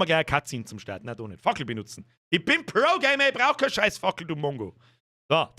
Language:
Bavarian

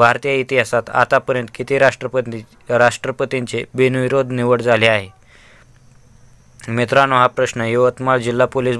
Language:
Marathi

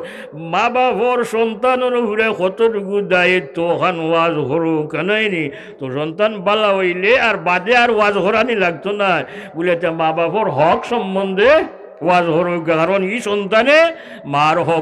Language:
Sylheti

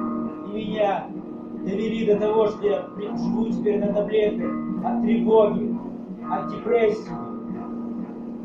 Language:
Russian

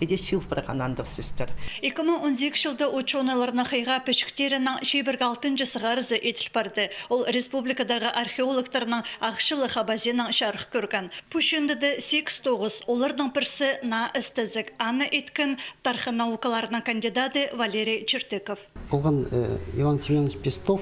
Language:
Khakas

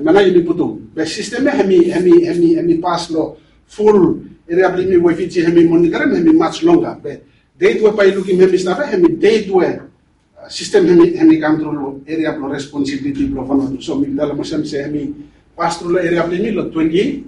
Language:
Bislama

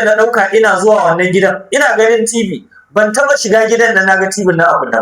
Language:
Hausa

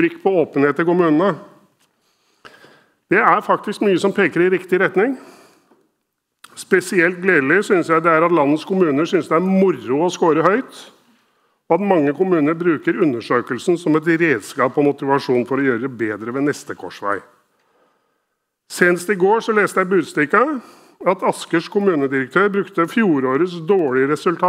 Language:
Norwegian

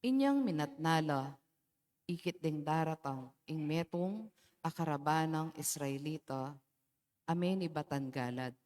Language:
Pampanga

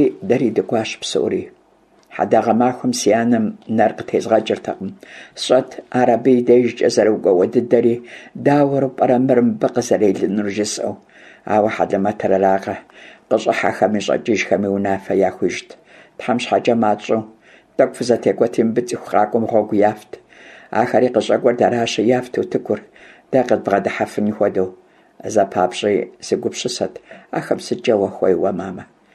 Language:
Kabardian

